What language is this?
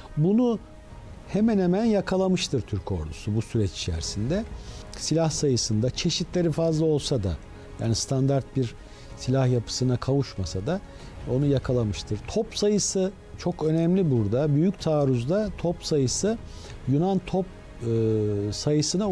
Turkish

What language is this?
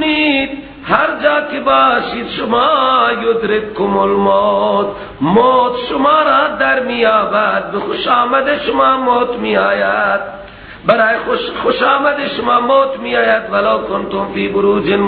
Persian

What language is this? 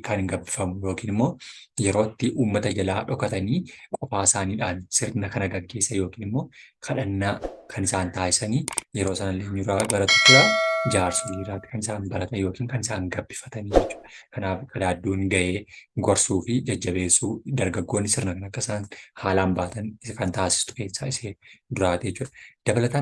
Oromo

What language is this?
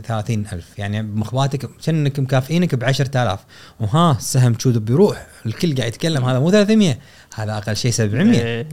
Gulf Arabic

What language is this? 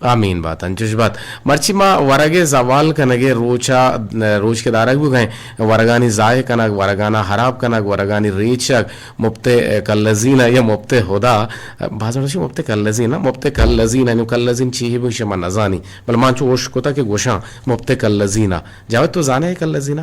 Eastern Balochi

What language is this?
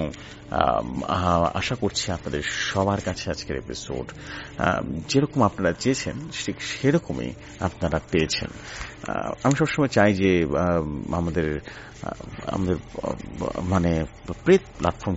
Bangla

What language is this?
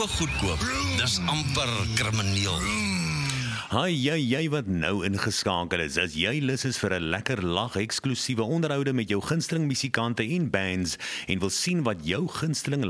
Afrikaans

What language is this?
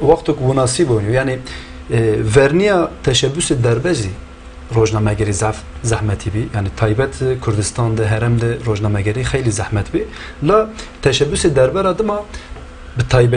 Zaza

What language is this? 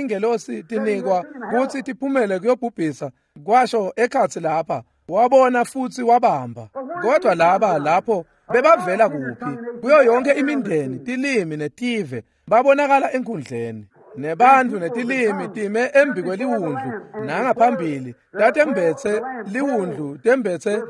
Swati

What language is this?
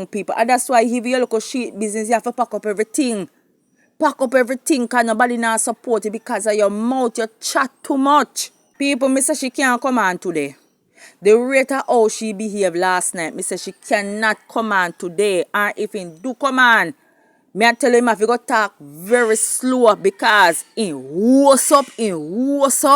Jamaican Creole English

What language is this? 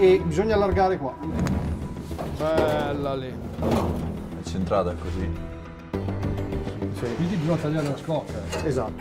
Italian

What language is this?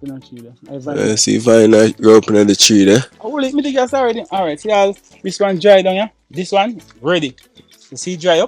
Jamaican Creole English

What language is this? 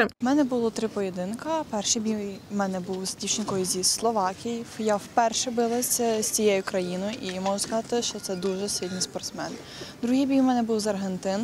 Ukrainian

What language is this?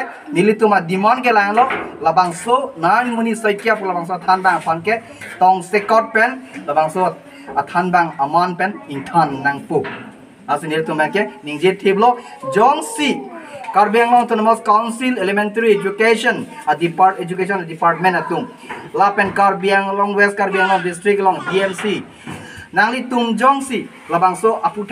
Karbi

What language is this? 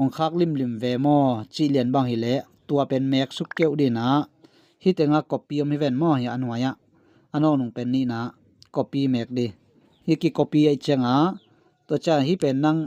Tedim Chin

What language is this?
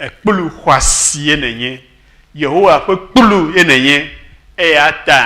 Ewe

